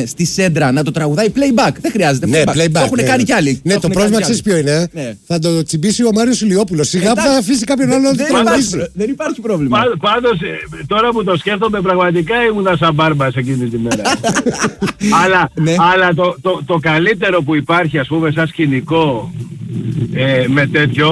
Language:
Greek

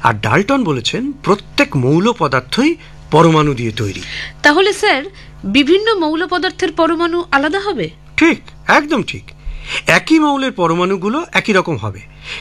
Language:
Bangla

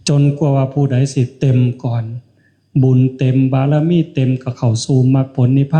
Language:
Northeastern Thai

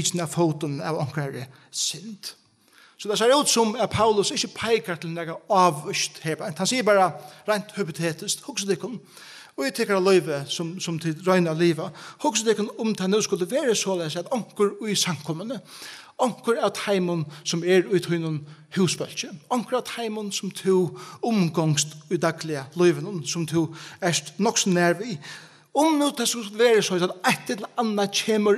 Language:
Faroese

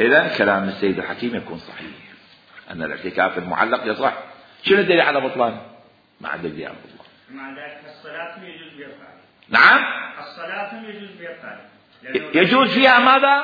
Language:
Mesopotamian Arabic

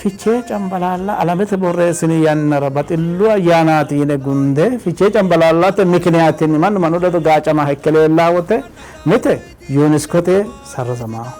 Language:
Sidamo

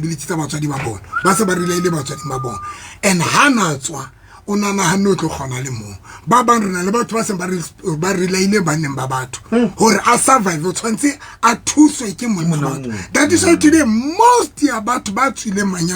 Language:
Southern Sotho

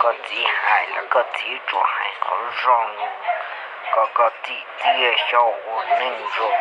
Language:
Hmong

